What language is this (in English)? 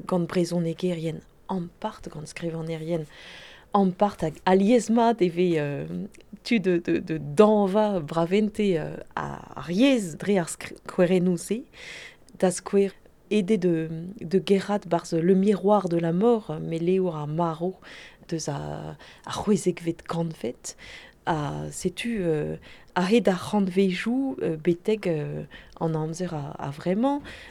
Breton